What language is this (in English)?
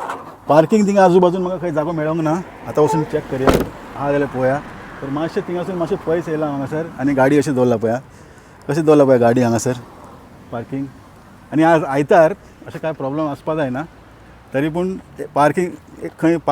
Konkani